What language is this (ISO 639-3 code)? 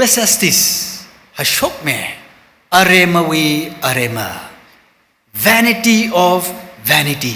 nmf